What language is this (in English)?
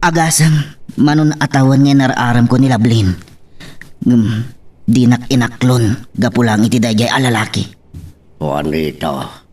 Iloko